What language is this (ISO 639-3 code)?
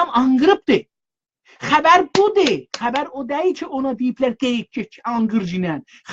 azb